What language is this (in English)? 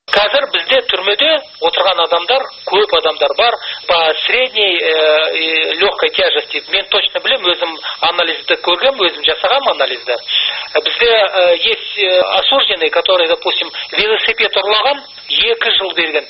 Kazakh